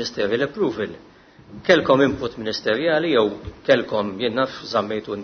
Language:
Maltese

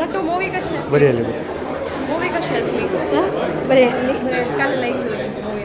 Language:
Konkani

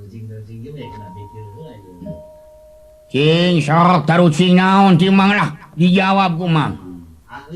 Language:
Sundanese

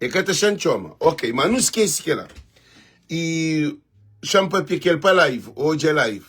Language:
Kabuverdianu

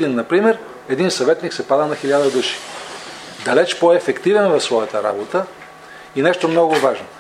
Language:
Bulgarian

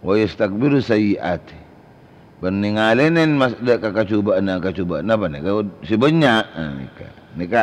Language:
Madurese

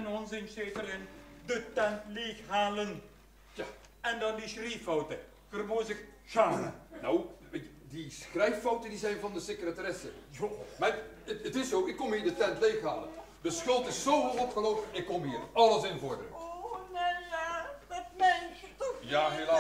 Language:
Limburgish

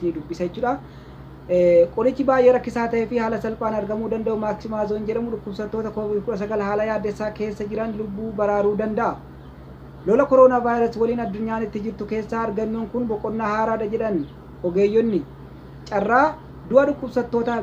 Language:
Oromo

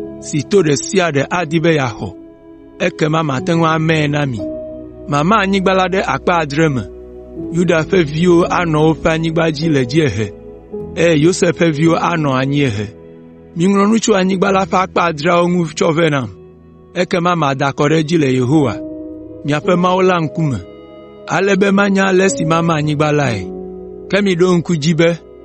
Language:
Ewe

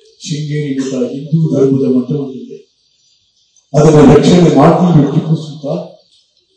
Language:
Kannada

